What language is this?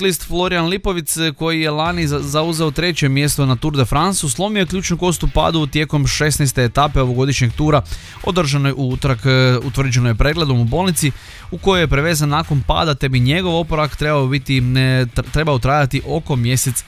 Croatian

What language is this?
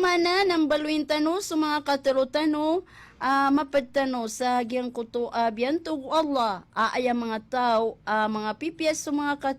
Maranao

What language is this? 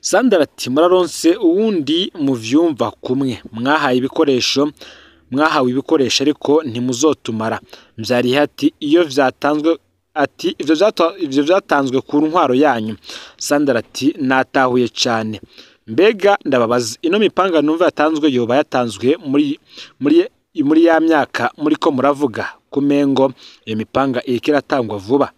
Rundi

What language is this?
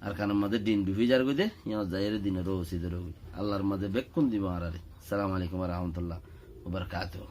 Rohingya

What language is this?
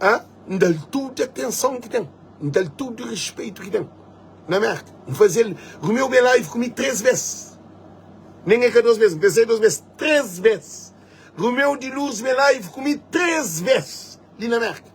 Kabuverdianu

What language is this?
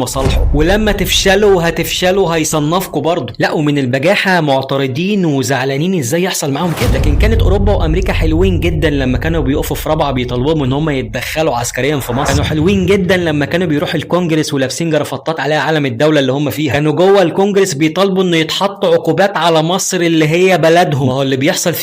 Egyptian Arabic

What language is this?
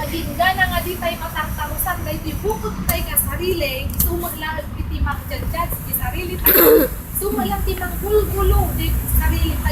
Iloko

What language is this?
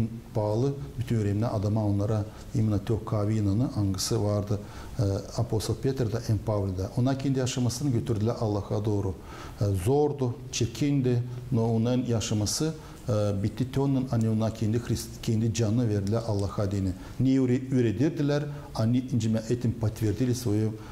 Gagauz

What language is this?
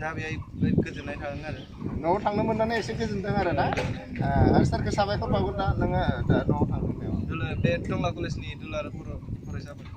Bodo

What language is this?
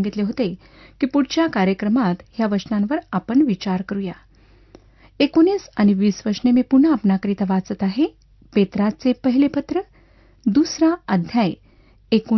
Marathi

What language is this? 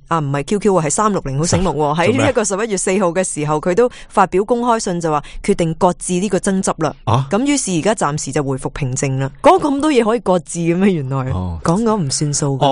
Cantonese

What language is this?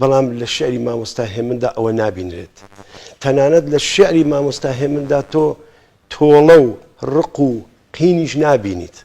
Central Kurdish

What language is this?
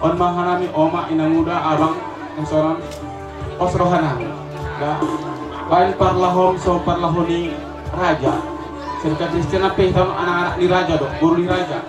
Batak Toba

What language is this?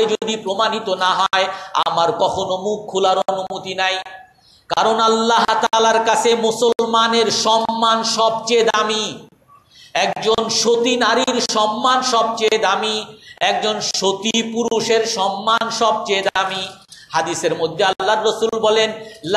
Bangla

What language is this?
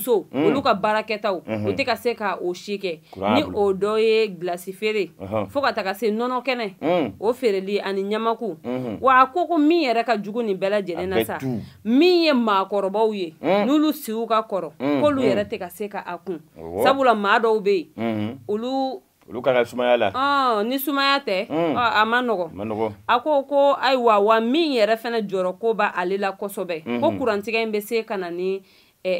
Bambara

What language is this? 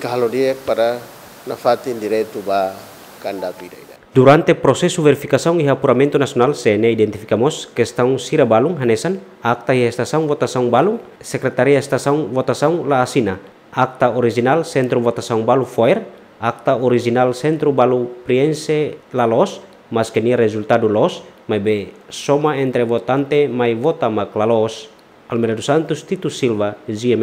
Tetum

